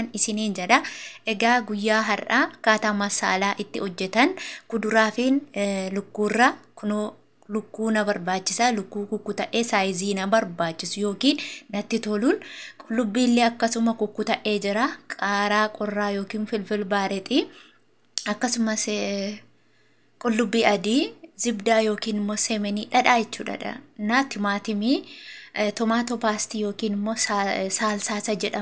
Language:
Oromo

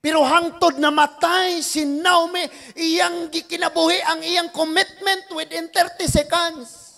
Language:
Cebuano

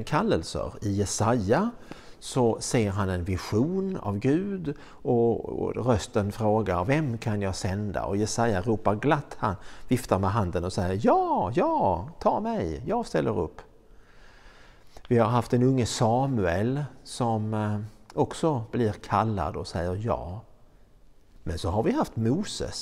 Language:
Swedish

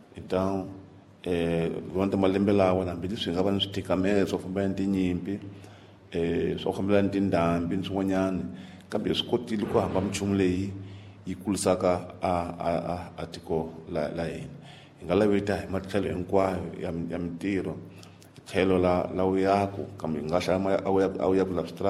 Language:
Tsonga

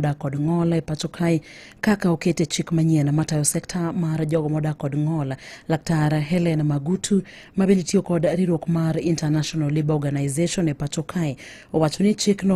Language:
Luo (Kenya and Tanzania)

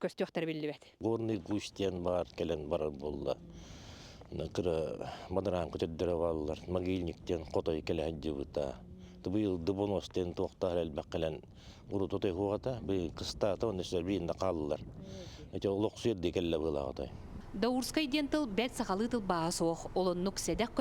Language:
Yakut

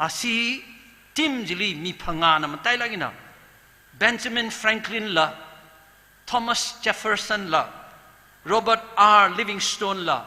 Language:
Tangkhul Naga (India)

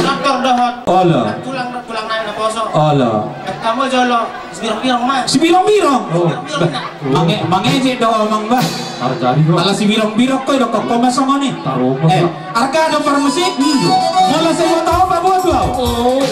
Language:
Batak Toba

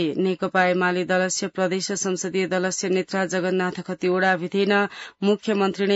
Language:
Sanskrit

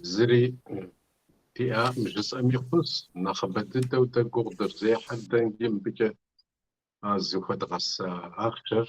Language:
Kabardian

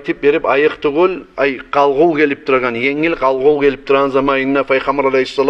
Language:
Kumyk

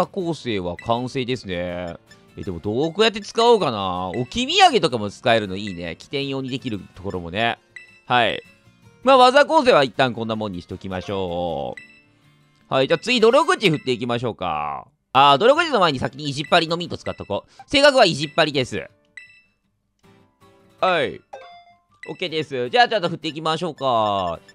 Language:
Japanese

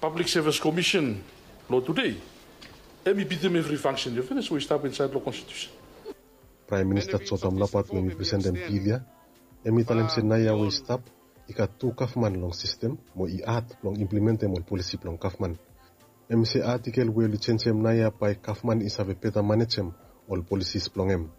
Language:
Bislama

